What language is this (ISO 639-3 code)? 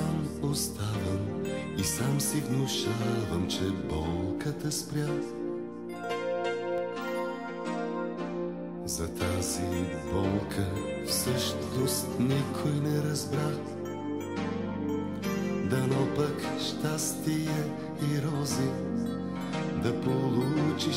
bul